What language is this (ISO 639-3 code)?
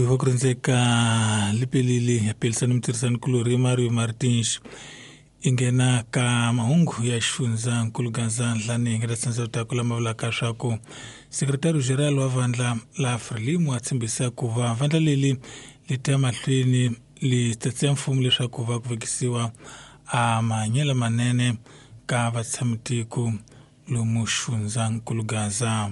tso